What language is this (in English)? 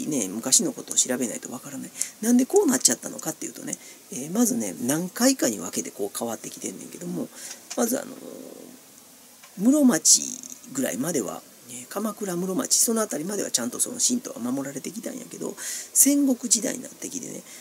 Japanese